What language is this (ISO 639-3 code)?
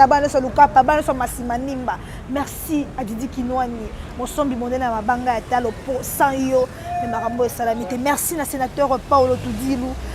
lin